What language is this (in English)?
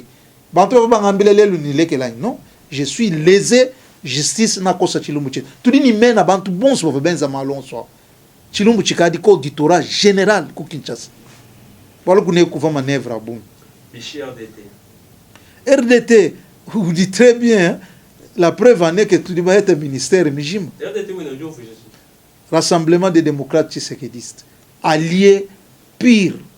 Luba-Lulua